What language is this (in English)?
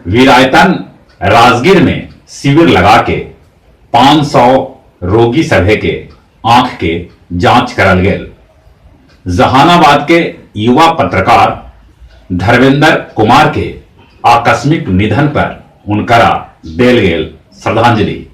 Magahi